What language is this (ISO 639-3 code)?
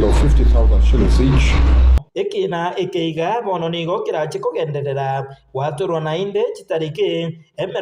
guz